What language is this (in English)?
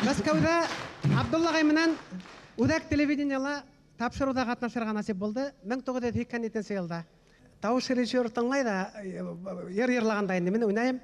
Bashkir